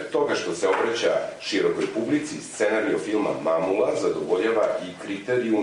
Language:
Serbian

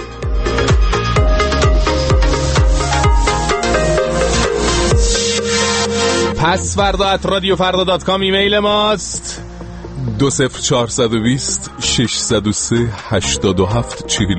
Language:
Persian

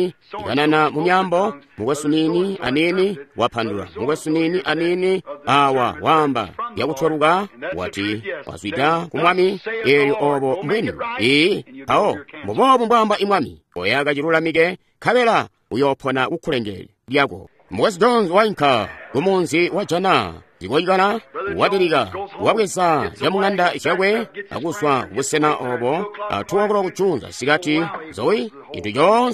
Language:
Tonga (Zambia)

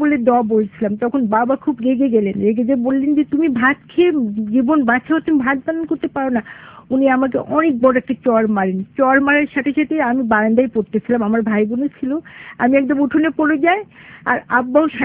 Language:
Bangla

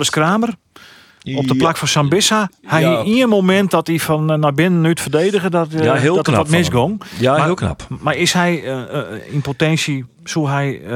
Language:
Western Frisian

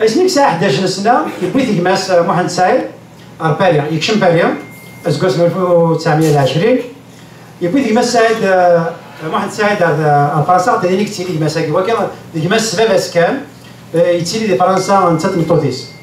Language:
Kabyle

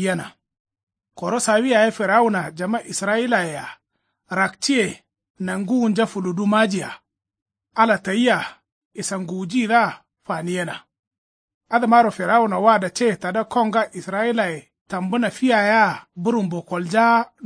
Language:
Kanuri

